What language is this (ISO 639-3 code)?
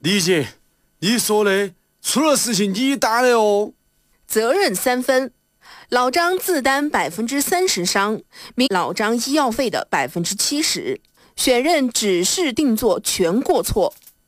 zho